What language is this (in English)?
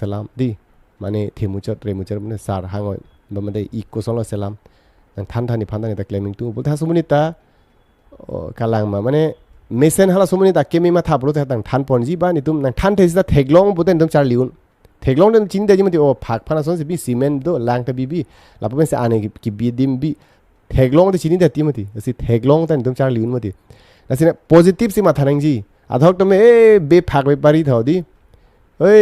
Karbi